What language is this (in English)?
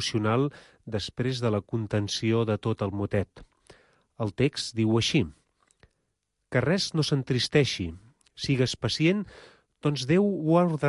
Catalan